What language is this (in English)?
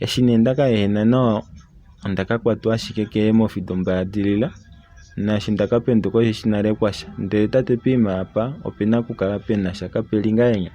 Kuanyama